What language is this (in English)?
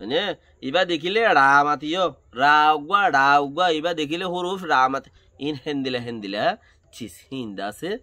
Rohingya